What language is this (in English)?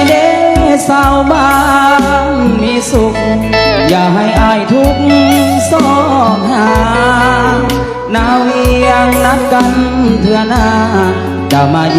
Lao